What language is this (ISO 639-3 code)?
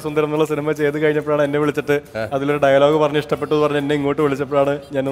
mal